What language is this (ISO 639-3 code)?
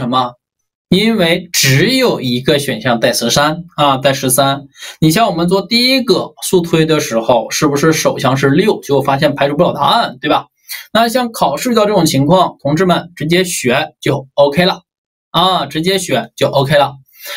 zho